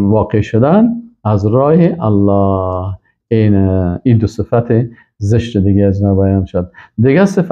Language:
Persian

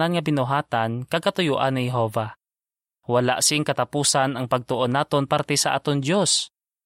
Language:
Hiligaynon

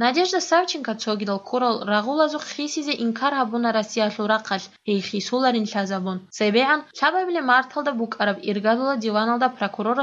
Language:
Avaric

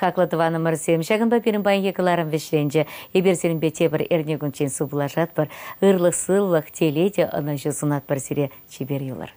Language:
Chuvash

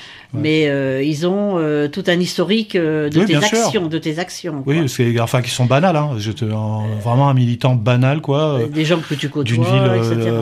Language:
French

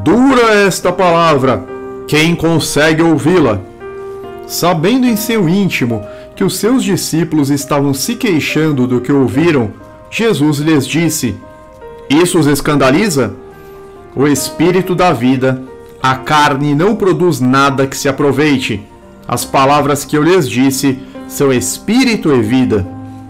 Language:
Portuguese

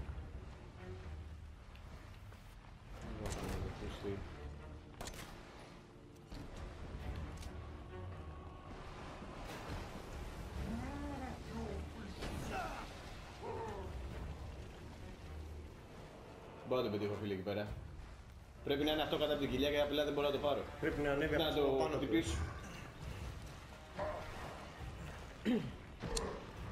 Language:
Greek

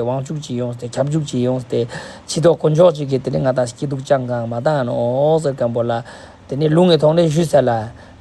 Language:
Ladakhi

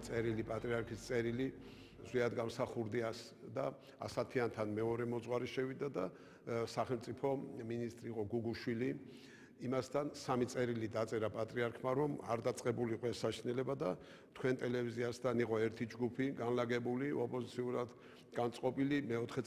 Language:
Georgian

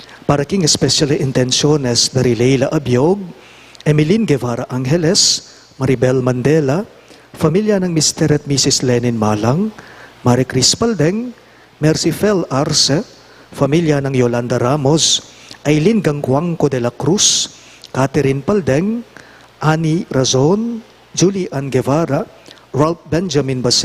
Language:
Pampanga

